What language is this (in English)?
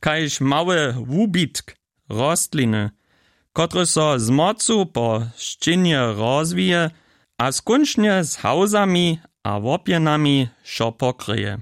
Upper Sorbian